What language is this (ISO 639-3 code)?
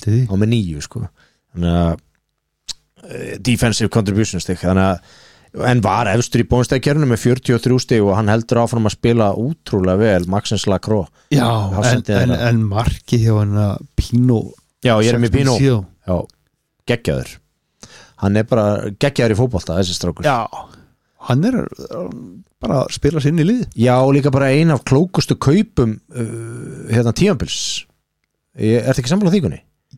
isl